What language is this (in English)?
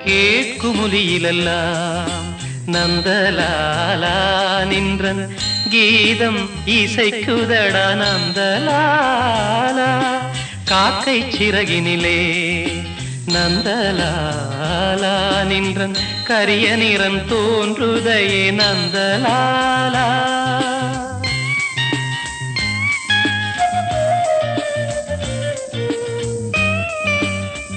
Tamil